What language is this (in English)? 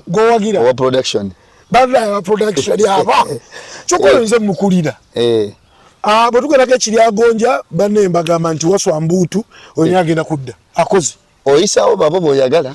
Ganda